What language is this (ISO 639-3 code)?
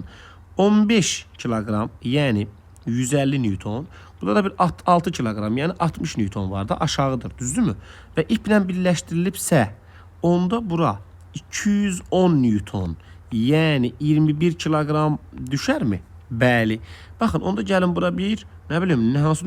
aze